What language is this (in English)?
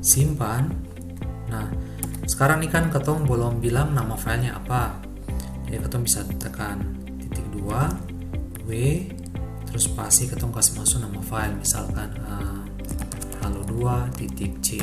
Ambonese Malay